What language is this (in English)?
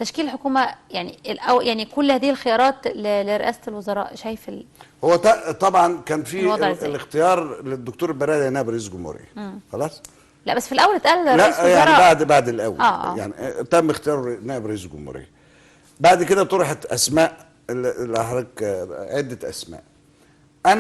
Egyptian Arabic